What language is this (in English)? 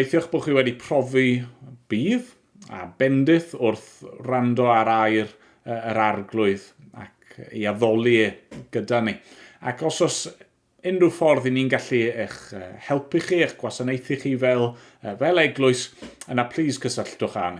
Welsh